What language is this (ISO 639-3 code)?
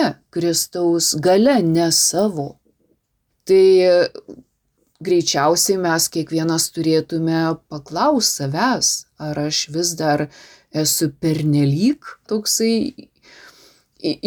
lit